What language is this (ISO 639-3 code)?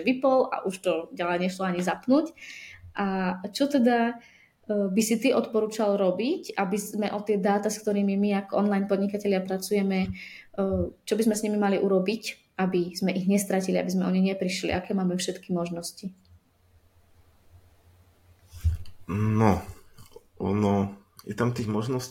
slk